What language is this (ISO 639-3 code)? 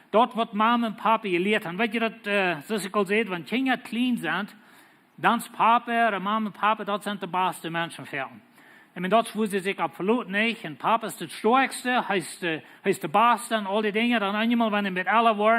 pdt